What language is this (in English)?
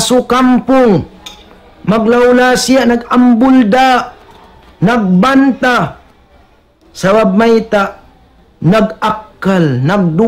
Tausug